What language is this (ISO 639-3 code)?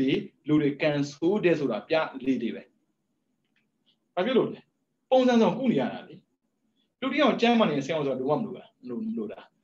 mya